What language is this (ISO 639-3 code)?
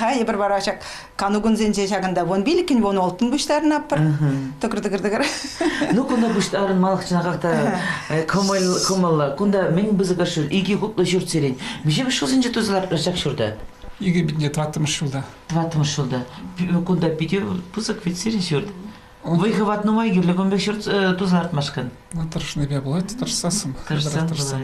chv